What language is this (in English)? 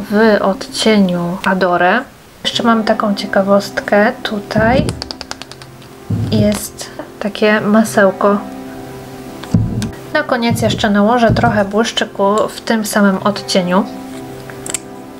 Polish